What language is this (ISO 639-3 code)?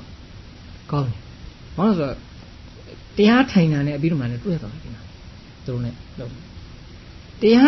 mya